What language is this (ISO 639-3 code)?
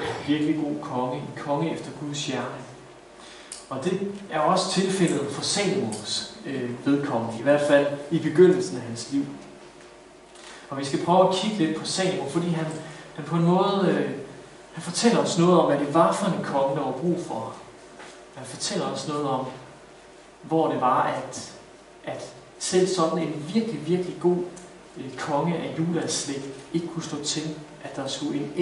dan